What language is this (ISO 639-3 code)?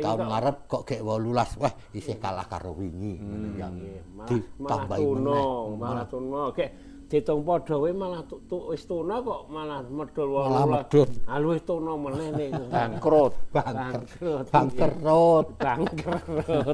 jav